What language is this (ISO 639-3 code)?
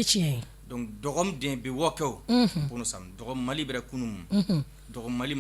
bam